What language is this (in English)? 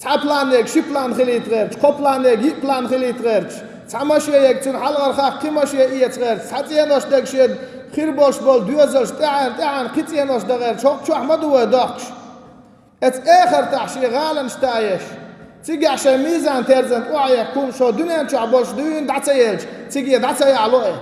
Chechen